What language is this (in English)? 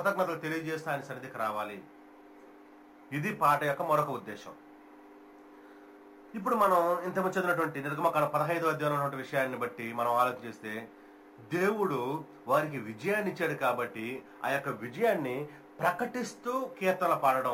Telugu